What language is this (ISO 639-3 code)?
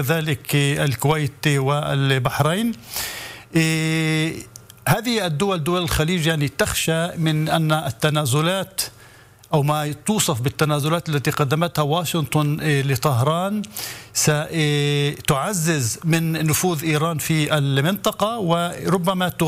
ara